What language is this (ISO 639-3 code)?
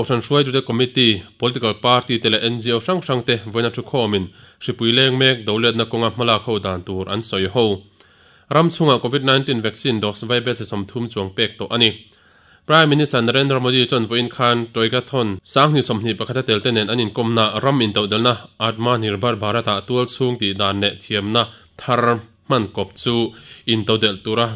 lus